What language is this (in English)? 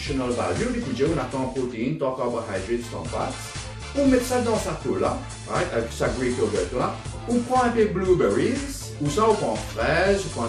Morisyen